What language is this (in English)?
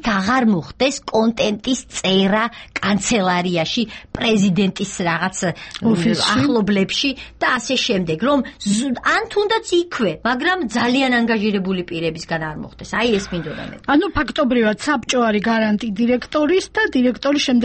Georgian